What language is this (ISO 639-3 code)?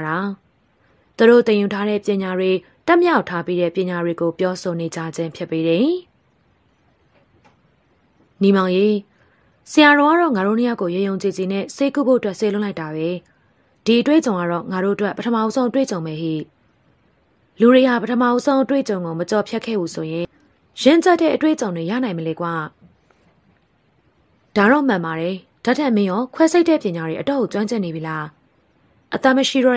mya